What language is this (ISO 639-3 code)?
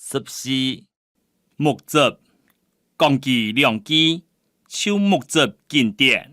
hak